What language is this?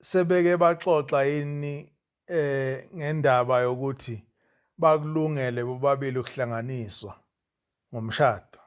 Zulu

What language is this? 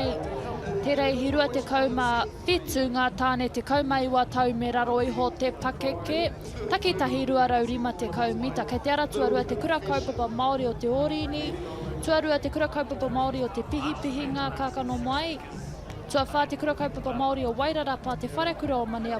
Māori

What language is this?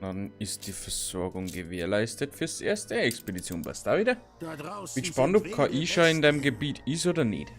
Bavarian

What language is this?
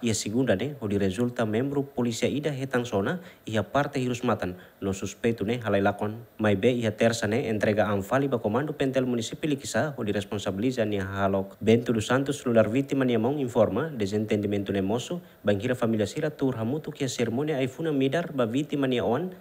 Tetum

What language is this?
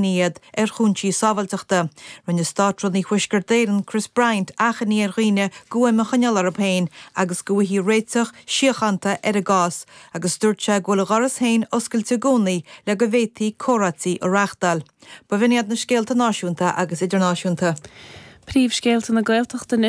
Irish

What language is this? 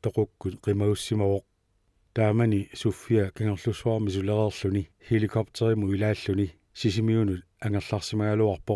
Kalaallisut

